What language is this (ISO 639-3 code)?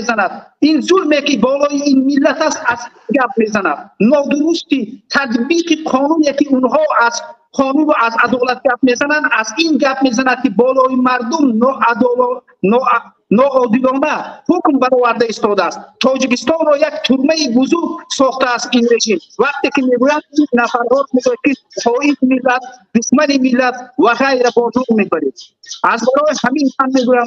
tgk